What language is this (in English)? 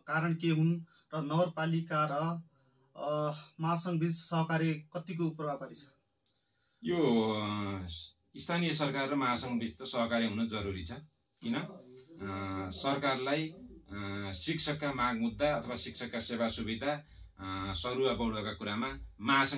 Nepali